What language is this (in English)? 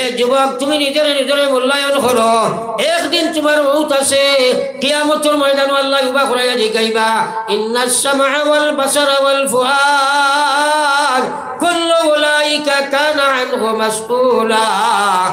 Sylheti